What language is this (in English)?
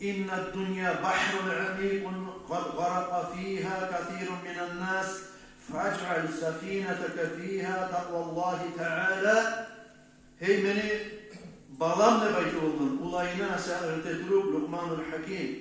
Kumyk